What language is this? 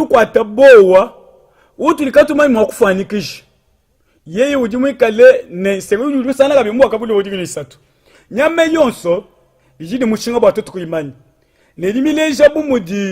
Luba-Lulua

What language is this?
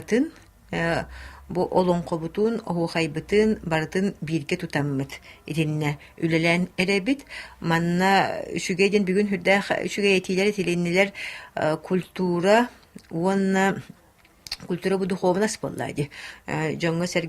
Yakut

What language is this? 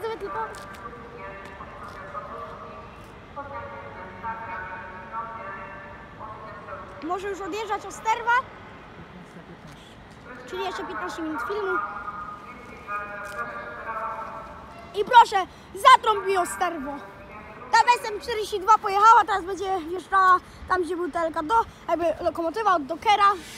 Polish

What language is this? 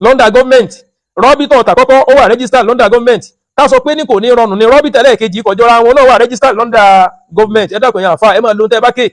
Yoruba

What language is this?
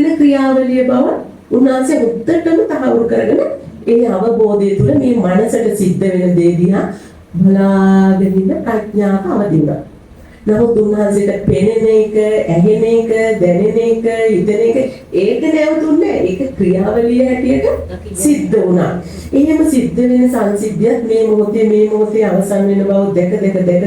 Sinhala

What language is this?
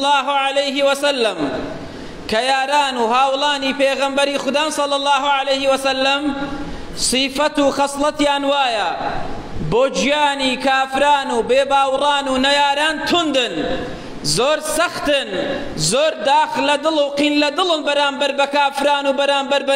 Central Kurdish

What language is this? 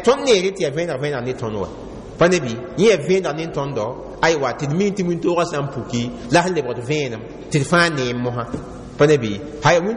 Mossi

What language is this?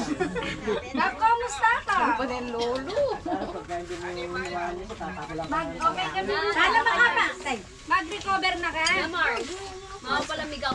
Filipino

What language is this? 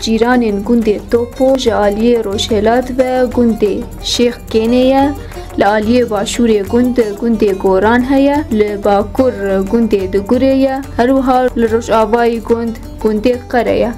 Kurdish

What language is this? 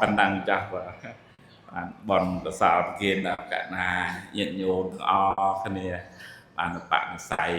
Khmer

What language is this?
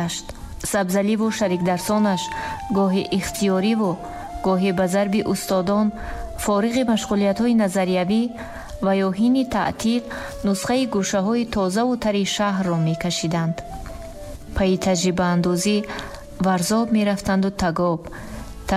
Tajik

